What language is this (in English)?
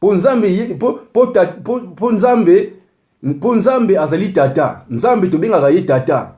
Lingala